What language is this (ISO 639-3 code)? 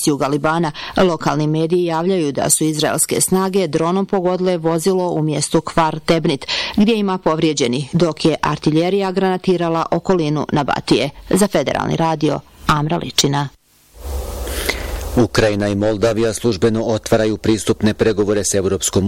bos